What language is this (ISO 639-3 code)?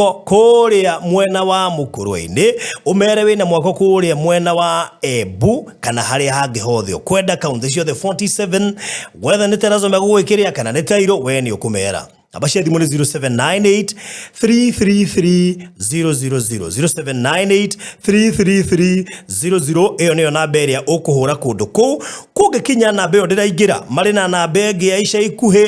kik